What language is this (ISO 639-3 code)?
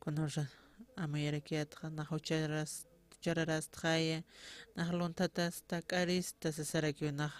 aym